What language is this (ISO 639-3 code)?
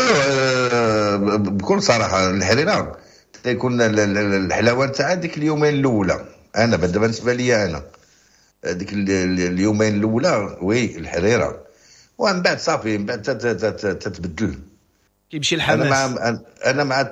ary